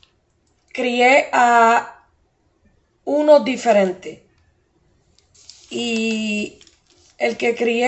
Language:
Spanish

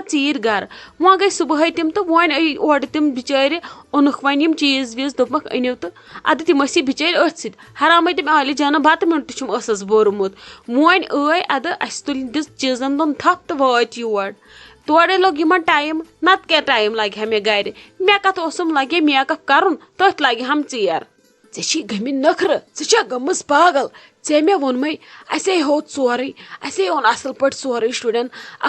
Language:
Kashmiri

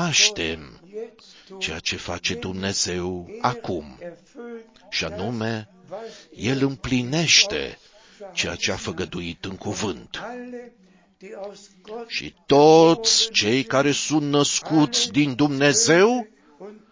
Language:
Romanian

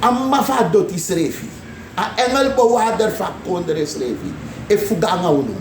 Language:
Sranan Tongo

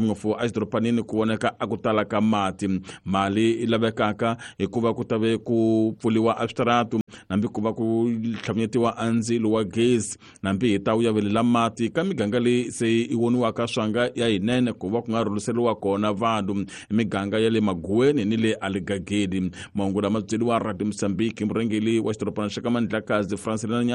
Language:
Tsonga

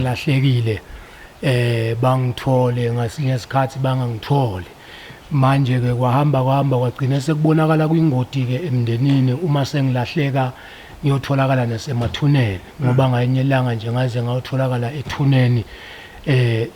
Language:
Zulu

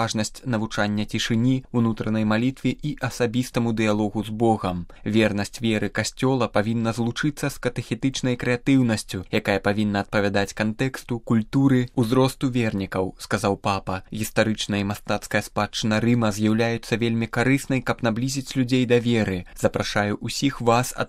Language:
Belarusian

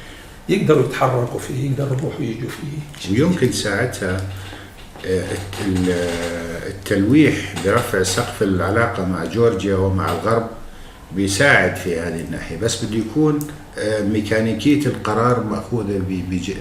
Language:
North Levantine Arabic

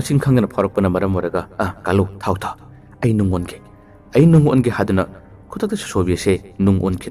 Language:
Manipuri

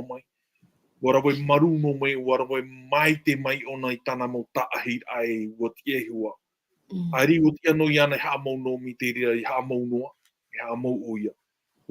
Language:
Tahitian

